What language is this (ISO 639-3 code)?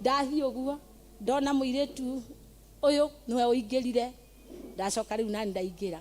kik